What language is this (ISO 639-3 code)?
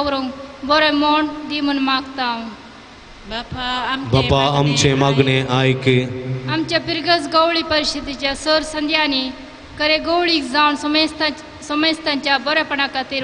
kok